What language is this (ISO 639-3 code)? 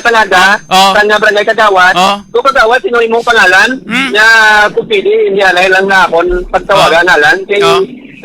hil